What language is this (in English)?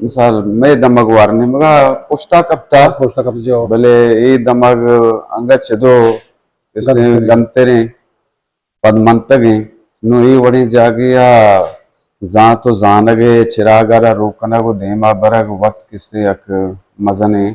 Eastern Balochi